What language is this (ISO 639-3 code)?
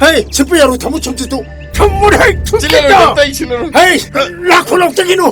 mni